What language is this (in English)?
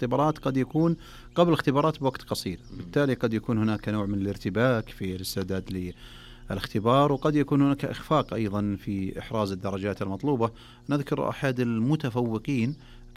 Arabic